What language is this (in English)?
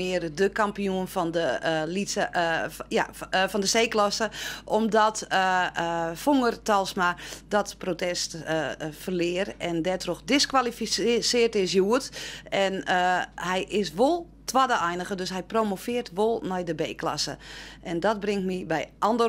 Western Frisian